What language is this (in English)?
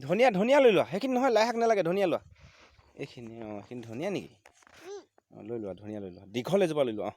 Assamese